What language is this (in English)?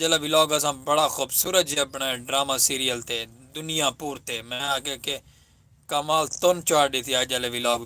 Saraiki